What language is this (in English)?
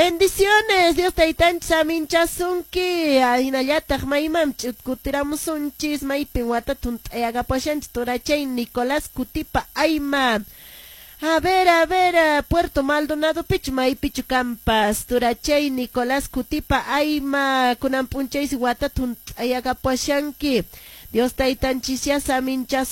Quechua